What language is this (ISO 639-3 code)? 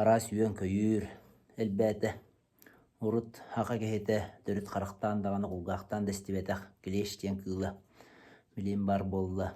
sah